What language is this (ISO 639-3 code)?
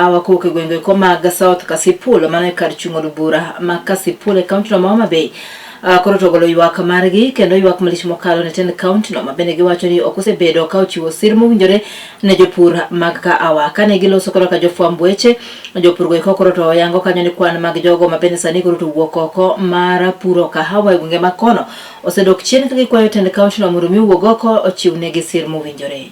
luo